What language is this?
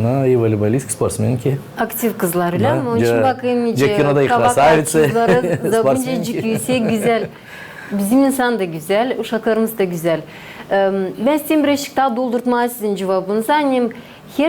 Gagauz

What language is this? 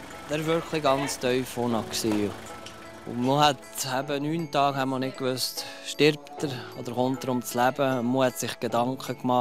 Swiss German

